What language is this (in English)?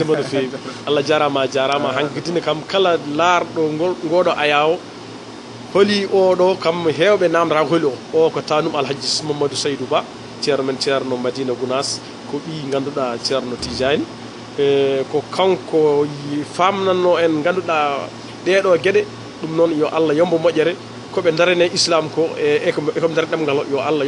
Fula